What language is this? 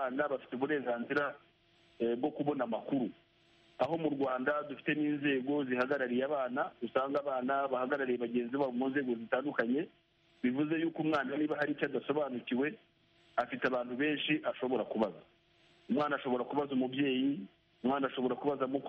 Kinyarwanda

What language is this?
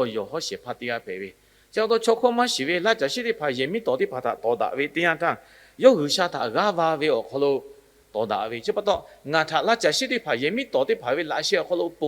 Lahu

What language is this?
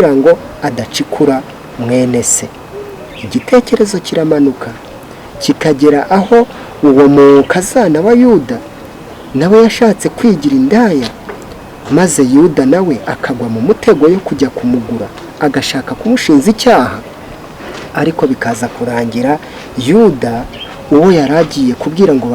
Kinyarwanda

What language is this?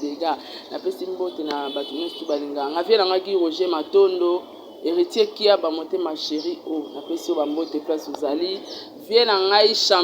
Lingala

